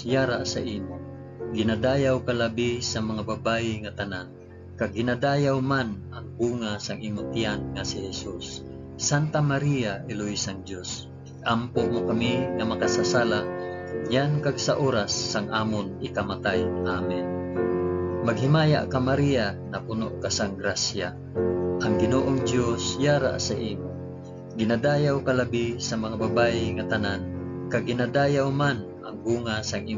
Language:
Hiligaynon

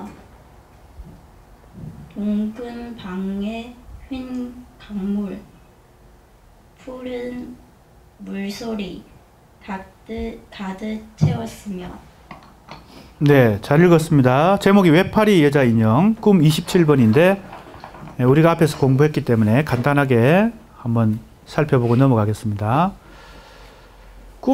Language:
Korean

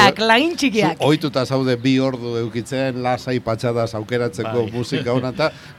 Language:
Basque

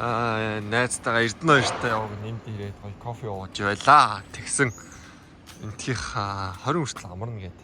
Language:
Mongolian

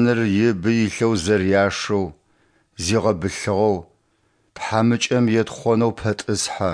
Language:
Adyghe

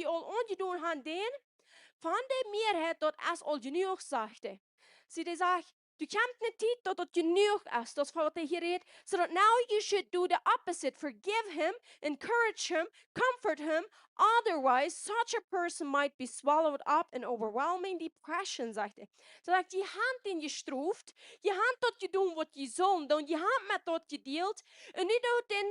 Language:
Plautdietsch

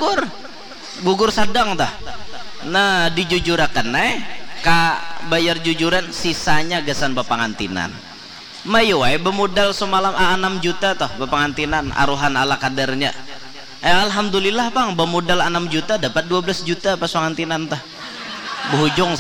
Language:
Banjar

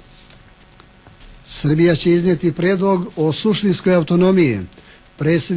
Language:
Serbian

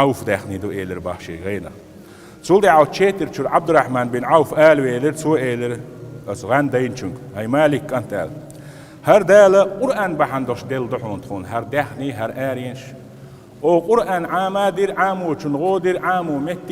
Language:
Chechen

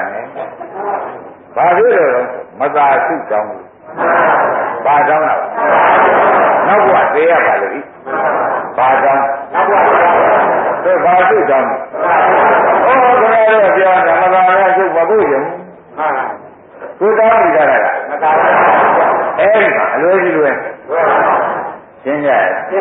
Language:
Burmese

